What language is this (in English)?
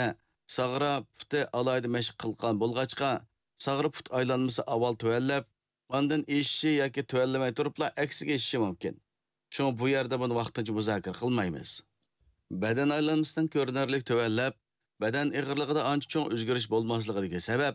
Uyghur